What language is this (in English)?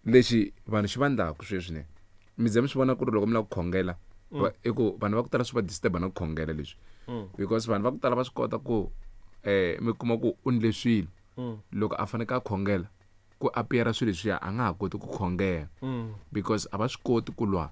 Tsonga